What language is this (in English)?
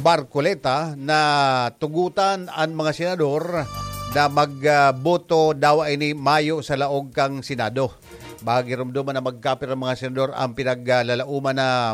Bikol